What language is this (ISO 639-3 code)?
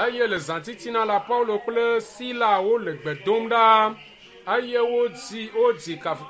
ewe